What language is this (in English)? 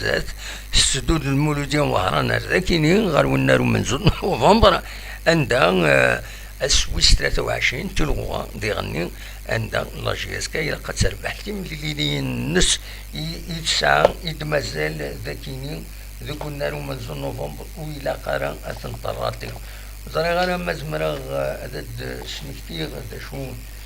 Kabyle